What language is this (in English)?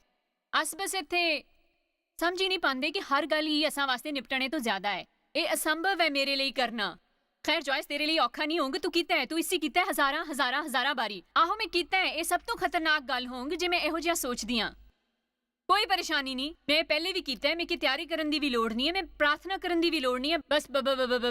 Dogri